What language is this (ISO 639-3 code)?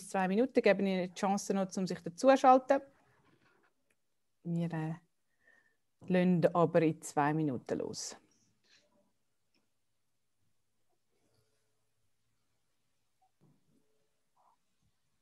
deu